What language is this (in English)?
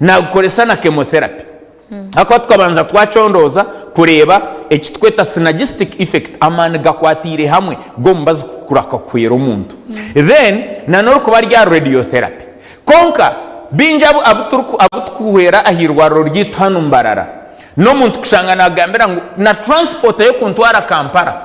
Nyankole